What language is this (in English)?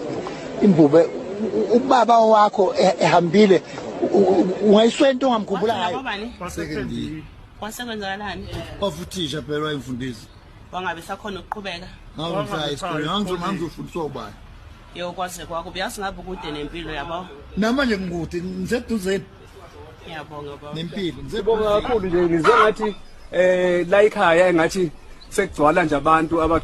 Zulu